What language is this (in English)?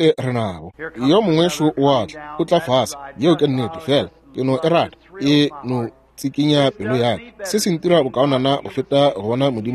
Northern Sotho